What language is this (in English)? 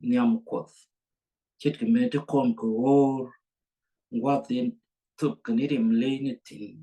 Nuer